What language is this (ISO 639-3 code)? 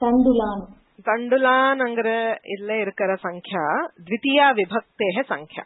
san